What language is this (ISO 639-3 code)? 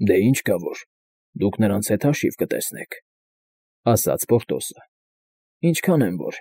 hye